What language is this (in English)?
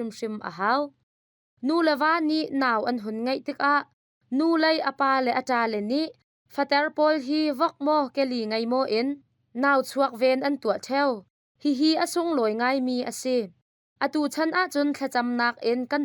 Hakha Chin